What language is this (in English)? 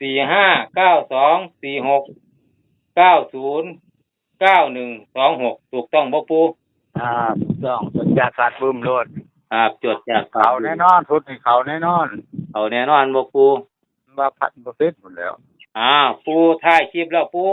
Northeastern Thai